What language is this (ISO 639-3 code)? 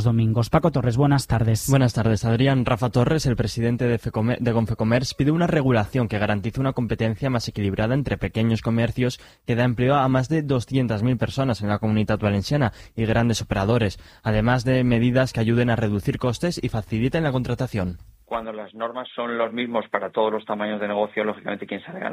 spa